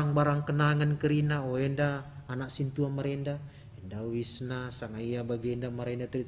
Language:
Batak Karo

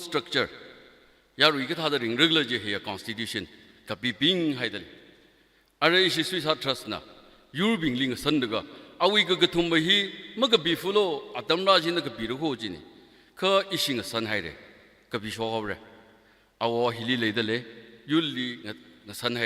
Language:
Tangkhul Naga (India)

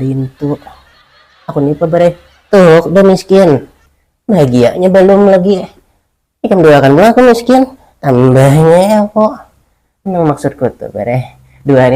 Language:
Banjar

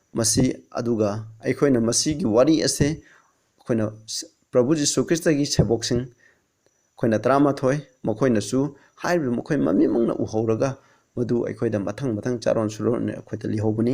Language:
Manipuri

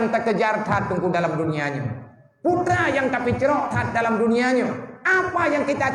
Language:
Achinese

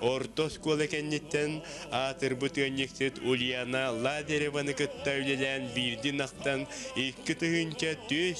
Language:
Yakut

